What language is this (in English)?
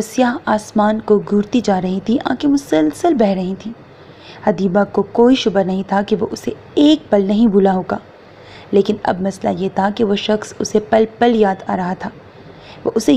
Urdu